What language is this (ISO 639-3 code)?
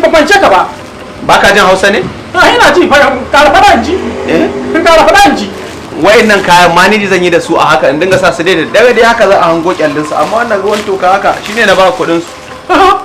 hau